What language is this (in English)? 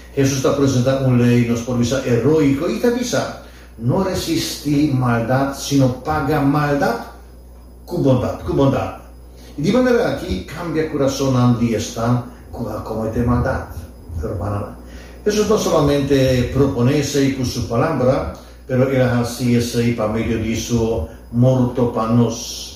Papiamento